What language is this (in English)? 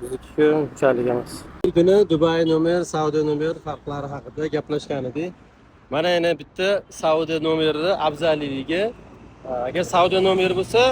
Uzbek